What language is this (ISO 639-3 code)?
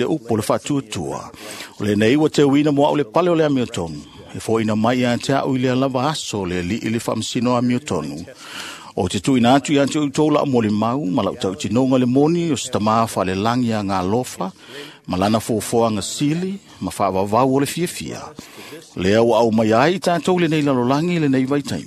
smo